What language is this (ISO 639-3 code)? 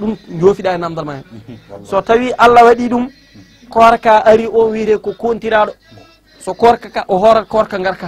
ful